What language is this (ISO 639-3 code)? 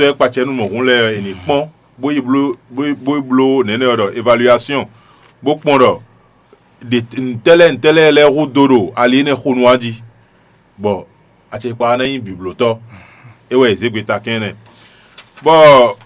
fon